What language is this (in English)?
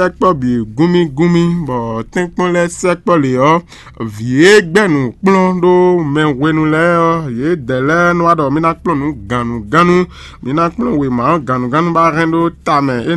Fon